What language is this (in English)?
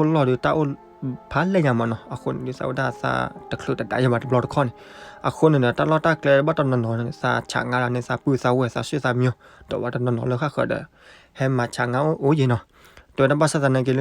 S'gaw Karen